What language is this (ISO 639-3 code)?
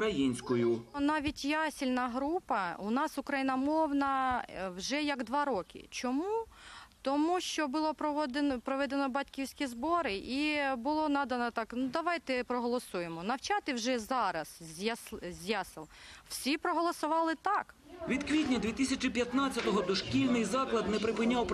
ukr